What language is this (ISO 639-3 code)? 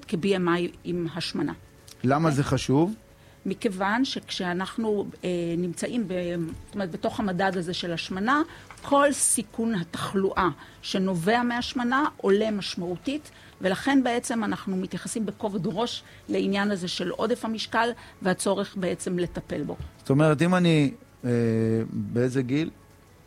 heb